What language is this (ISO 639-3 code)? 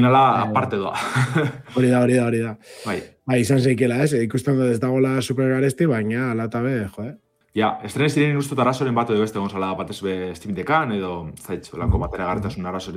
eus